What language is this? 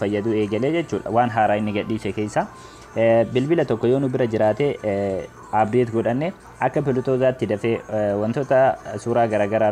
Oromo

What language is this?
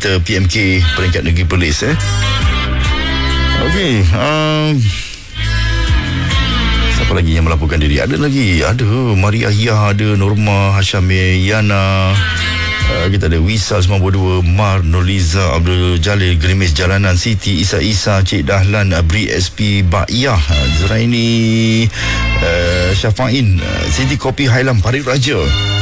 Malay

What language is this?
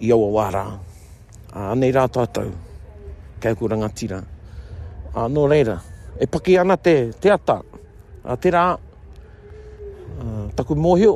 Māori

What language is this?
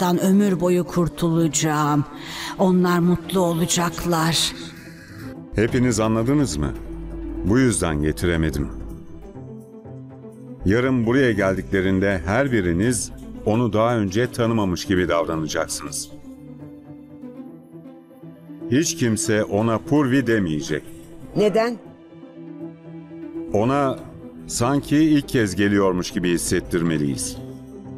Turkish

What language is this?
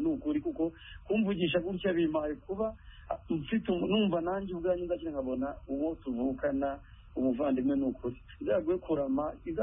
Kinyarwanda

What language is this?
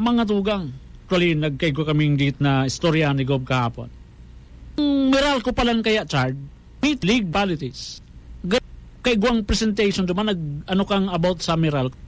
Bikol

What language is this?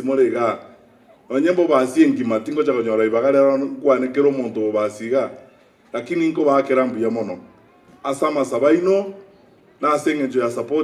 Gusii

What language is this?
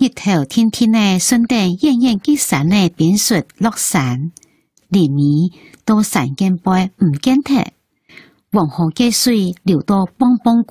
Hakka Chinese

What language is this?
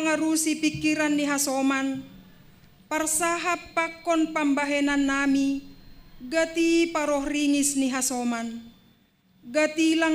Batak Simalungun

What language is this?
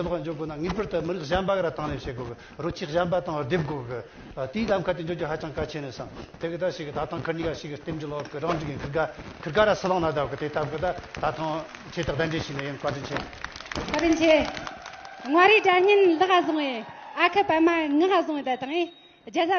Tibetan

